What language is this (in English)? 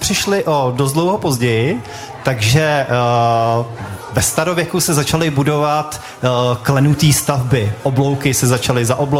Czech